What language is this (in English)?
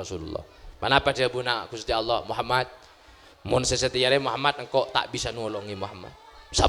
Madurese